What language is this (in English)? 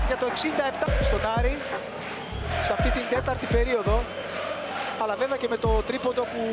Greek